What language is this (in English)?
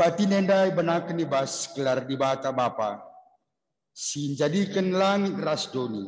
Batak Karo